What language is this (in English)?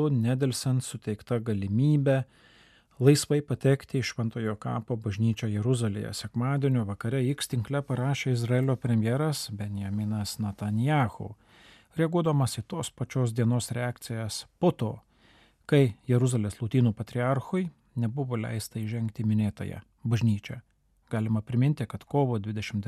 Lithuanian